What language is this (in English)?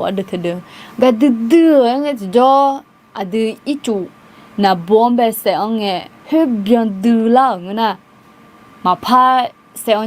Akha